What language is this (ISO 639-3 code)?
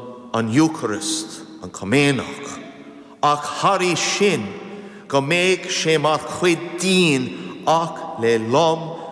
gle